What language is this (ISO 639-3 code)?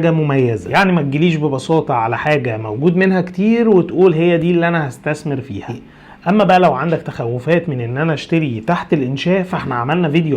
arz